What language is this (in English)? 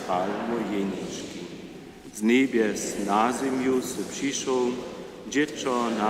Upper Sorbian